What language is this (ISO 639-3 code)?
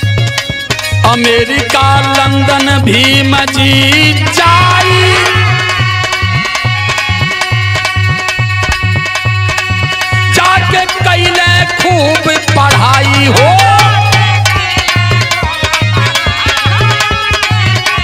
bho